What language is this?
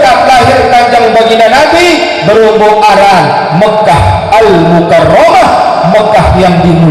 Sasak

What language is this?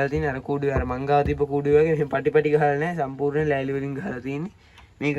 Sinhala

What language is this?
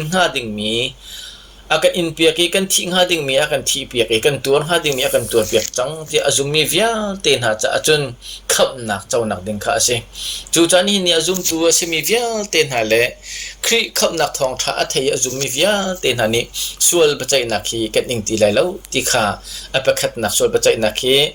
Hakha Chin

